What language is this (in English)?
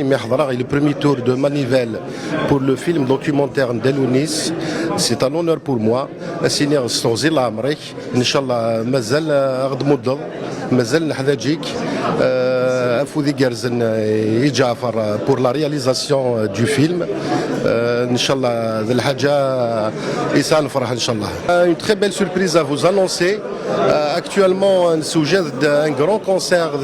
Kabyle